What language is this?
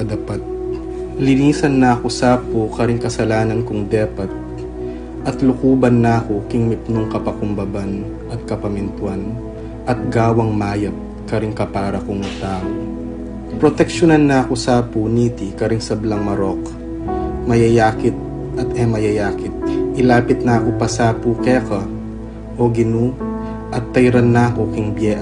Pampanga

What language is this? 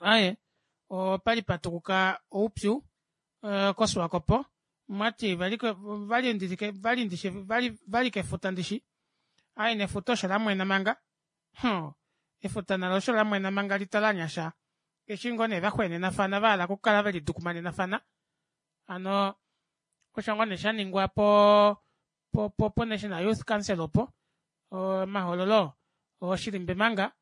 Kuanyama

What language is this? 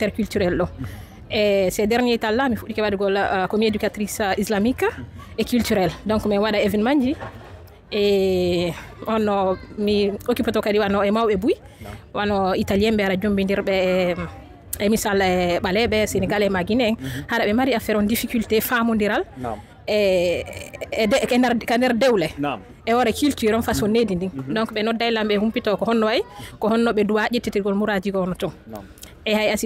Fula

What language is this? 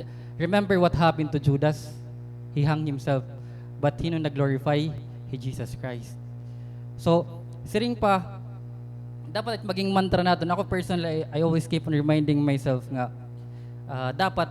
Waray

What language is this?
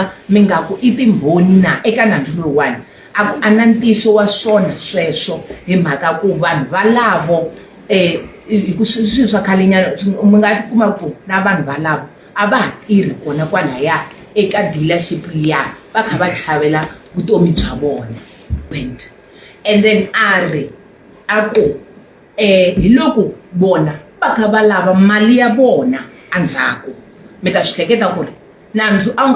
Tsonga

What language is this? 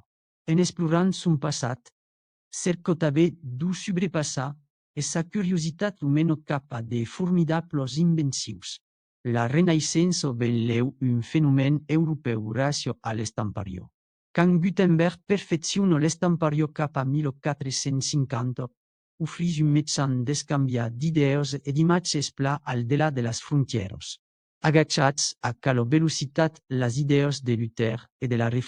Occitan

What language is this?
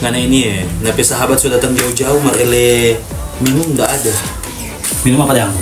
Manado Malay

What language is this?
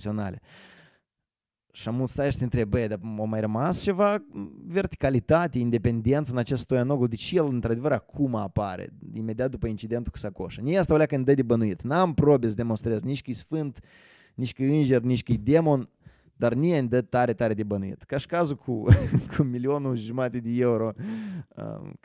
Romanian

